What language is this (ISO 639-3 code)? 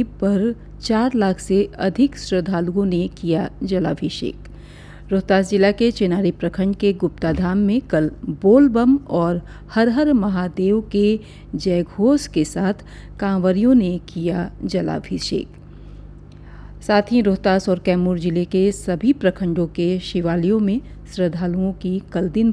hin